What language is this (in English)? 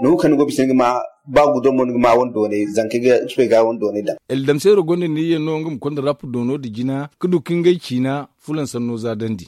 Zarma